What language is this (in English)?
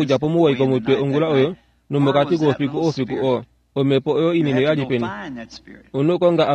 Kuanyama